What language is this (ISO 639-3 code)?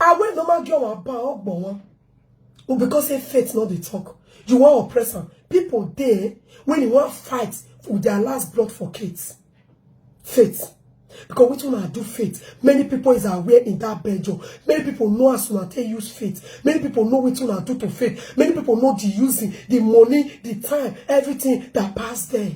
pcm